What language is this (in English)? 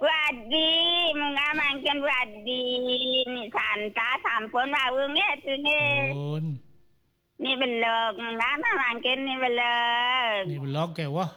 Balinese